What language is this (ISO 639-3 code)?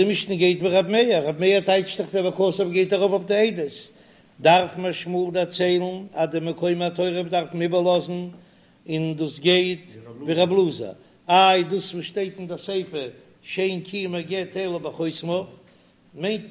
yid